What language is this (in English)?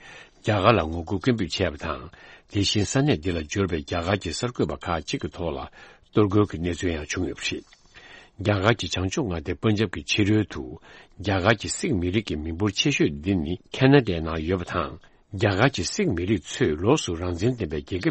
Tibetan